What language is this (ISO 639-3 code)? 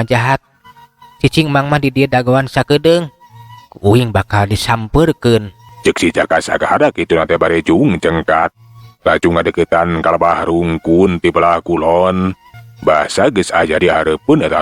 sun